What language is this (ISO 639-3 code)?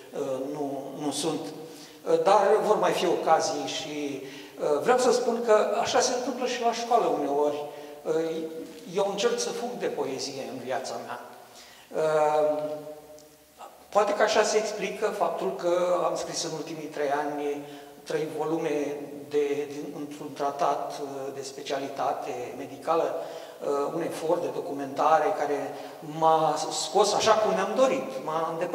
ron